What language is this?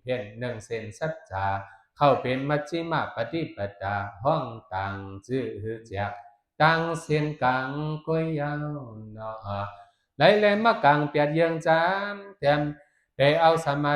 Shan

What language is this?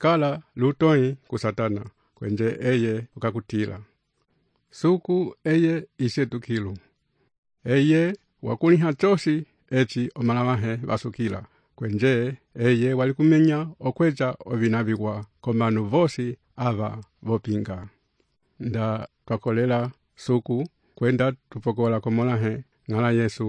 Umbundu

